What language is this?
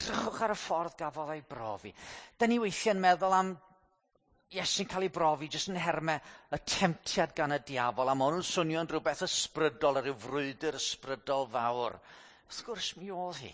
Welsh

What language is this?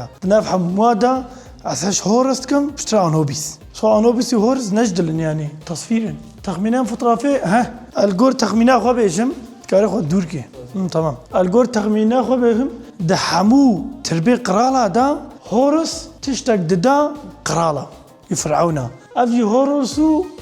Kurdish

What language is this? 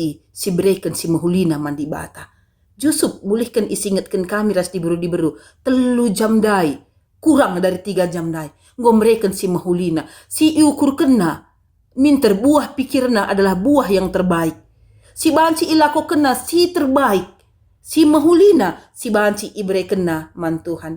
Batak Karo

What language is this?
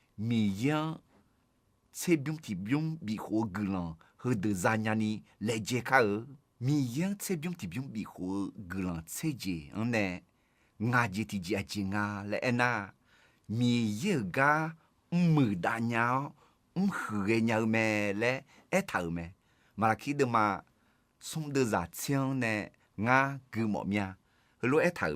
Akha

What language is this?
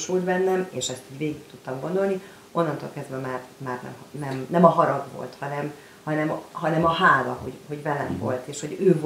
Hungarian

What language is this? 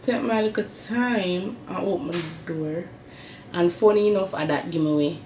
Jamaican Creole English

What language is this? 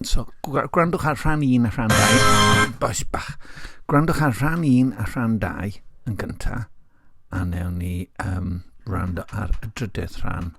Welsh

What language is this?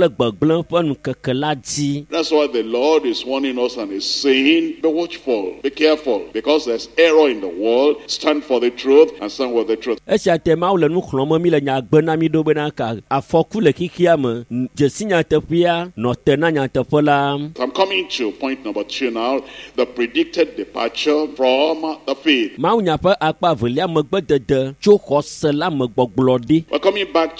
Ewe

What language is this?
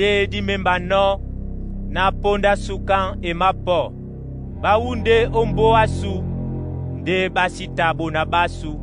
Duala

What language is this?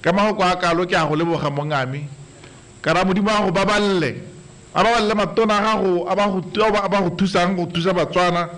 Tswana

